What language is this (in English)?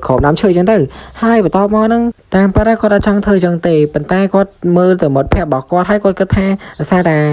Khmer